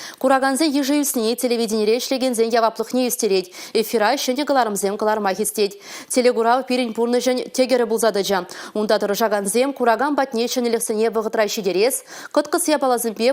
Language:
Chuvash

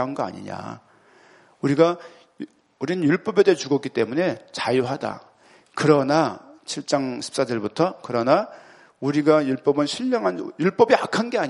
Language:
Korean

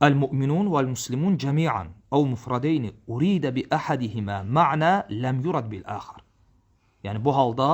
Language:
Azerbaijani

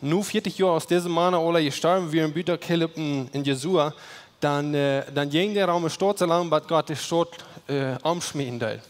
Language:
Plautdietsch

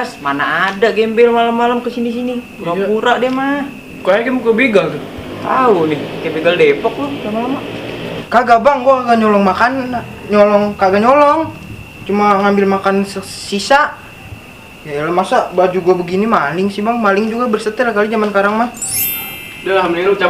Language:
Betawi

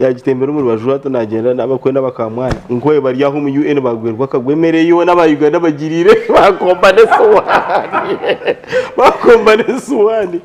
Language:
Nyankole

